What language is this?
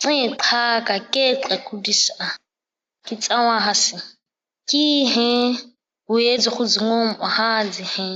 ǁGana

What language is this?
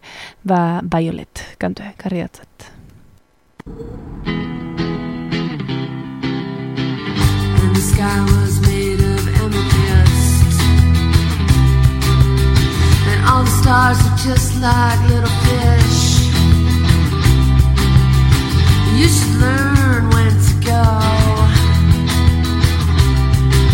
Basque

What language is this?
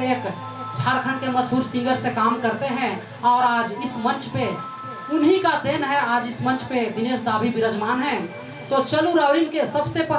Sadri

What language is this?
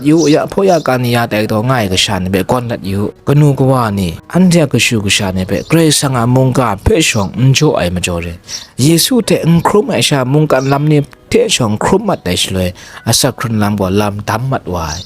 Kachin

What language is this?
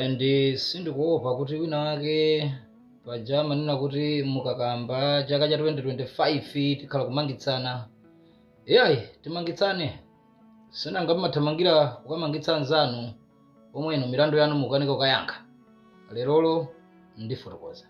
Nyanja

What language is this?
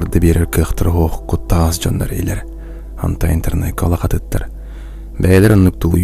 Yakut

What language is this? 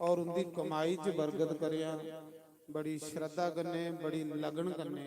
Dogri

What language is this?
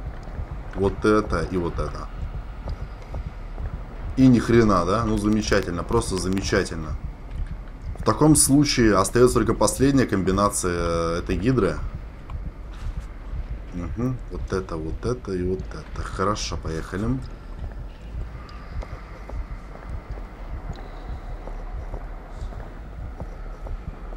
Russian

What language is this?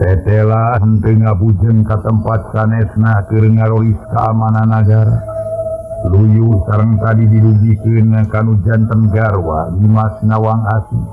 Sundanese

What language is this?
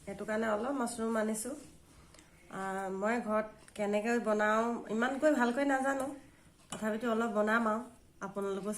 Assamese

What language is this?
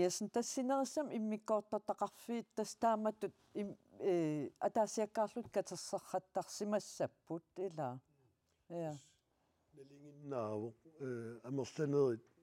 Kalaallisut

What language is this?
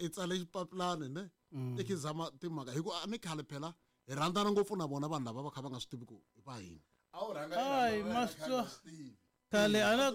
Tsonga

